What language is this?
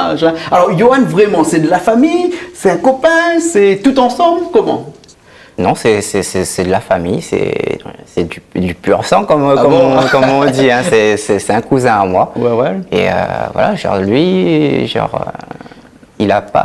Réunion Creole French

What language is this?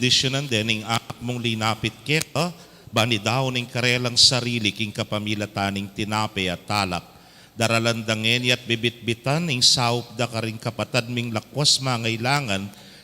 Pampanga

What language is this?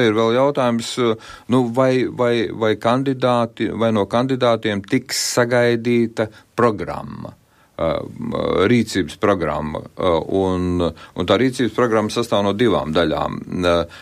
Latvian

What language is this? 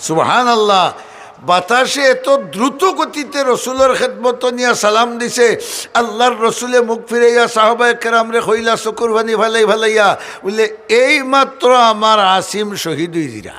Sylheti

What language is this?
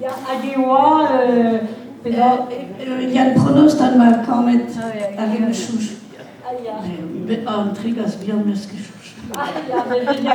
Breton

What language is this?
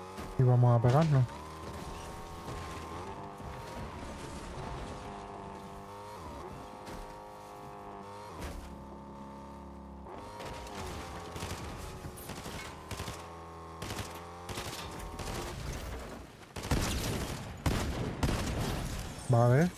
Spanish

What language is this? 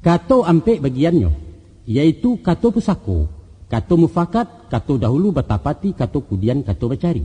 Minangkabau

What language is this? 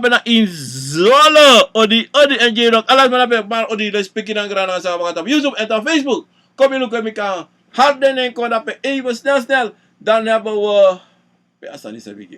Sranan Tongo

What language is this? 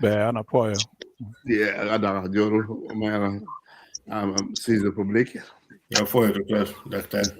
Acoli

